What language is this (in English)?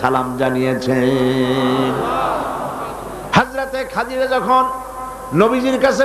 Bangla